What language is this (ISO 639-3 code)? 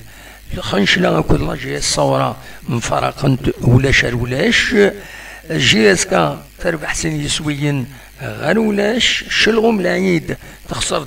kab